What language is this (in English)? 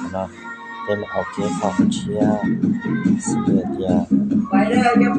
Hmong